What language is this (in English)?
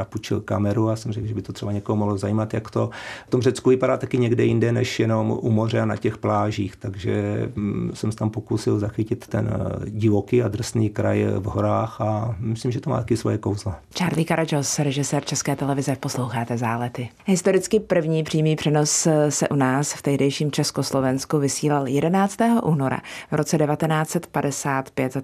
Czech